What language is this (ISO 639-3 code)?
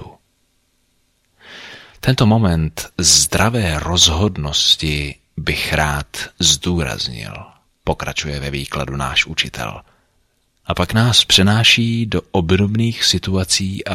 ces